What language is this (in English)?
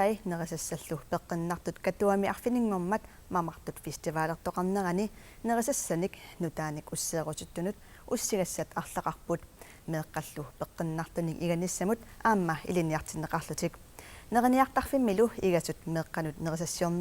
Kalaallisut